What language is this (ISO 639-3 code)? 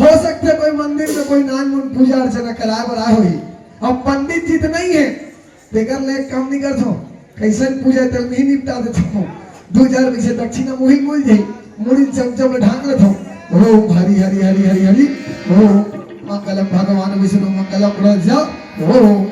hne